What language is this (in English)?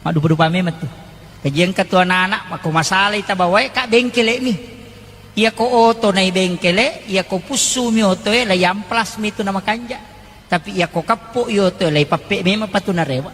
Buginese